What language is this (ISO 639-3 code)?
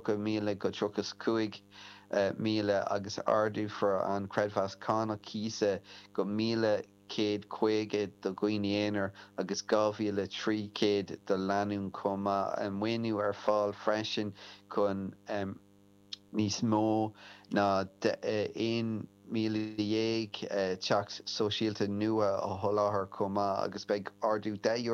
gle